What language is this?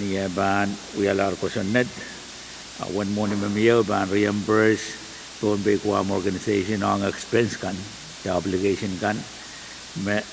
Pohnpeian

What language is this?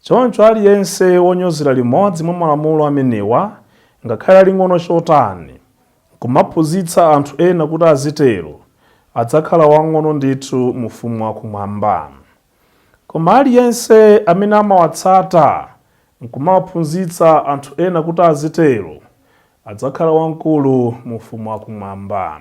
Nyanja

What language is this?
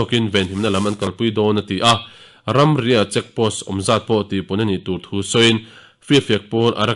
Mizo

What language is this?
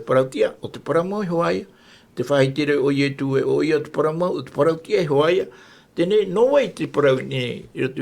Tahitian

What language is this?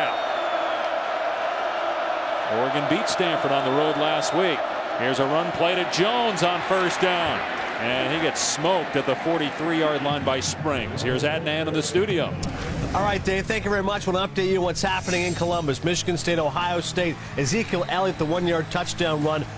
English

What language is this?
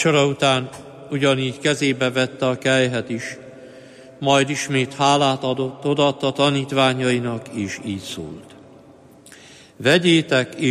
Hungarian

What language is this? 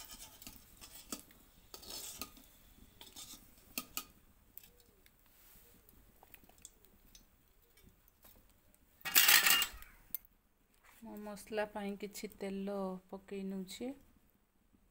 Odia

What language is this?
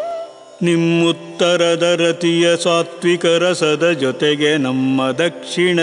Kannada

